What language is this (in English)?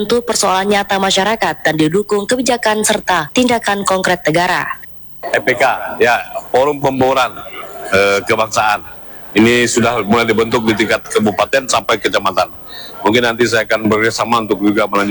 Indonesian